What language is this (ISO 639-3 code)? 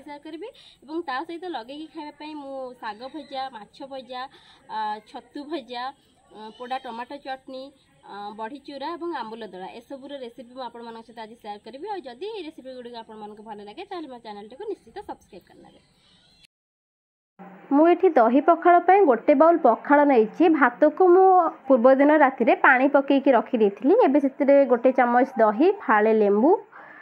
ori